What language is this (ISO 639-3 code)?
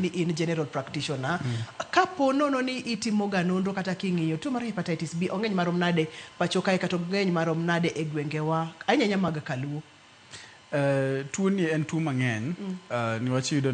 luo